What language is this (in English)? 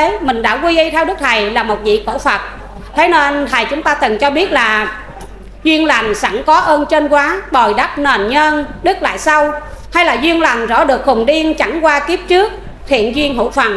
Vietnamese